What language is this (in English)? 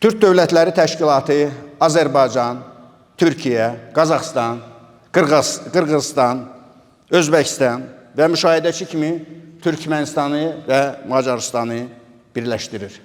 Azerbaijani